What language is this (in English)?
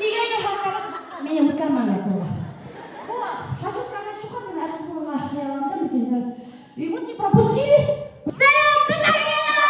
Bashkir